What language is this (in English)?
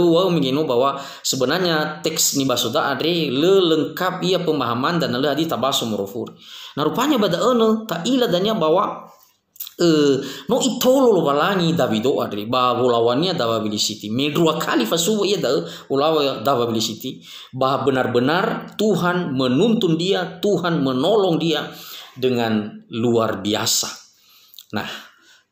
Nias